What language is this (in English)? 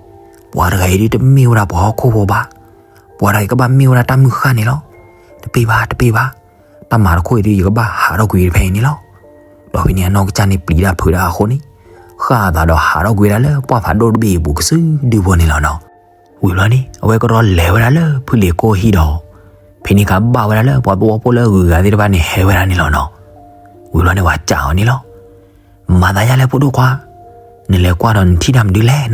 S'gaw Karen